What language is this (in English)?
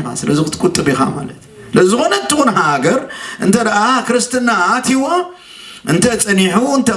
Tigrinya